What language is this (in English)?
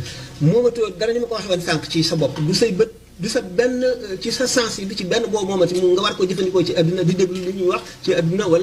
Wolof